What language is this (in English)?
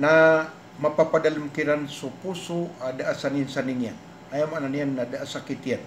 Maranao